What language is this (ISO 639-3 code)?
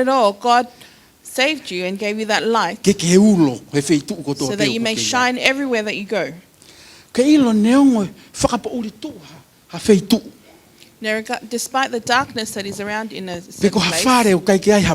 ton